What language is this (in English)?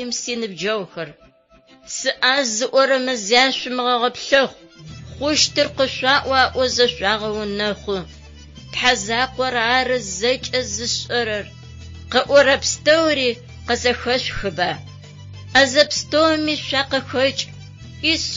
Adyghe